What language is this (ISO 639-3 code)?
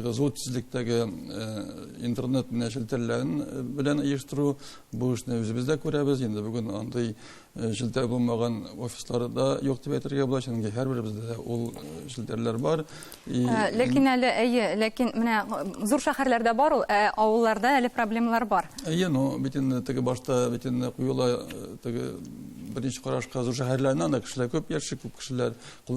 tat